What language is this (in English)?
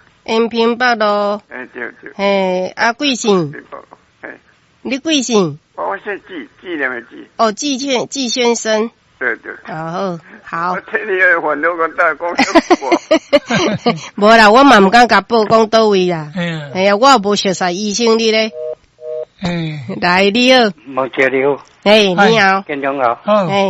Min Nan Chinese